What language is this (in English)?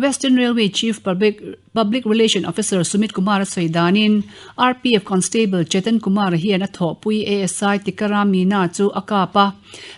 Mizo